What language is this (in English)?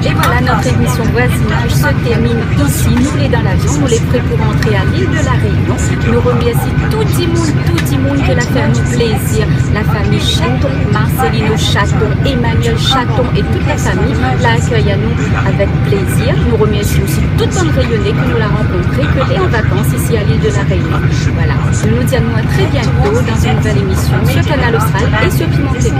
Réunion Creole French